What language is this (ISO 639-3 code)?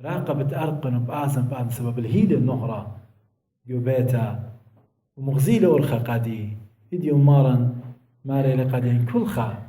aii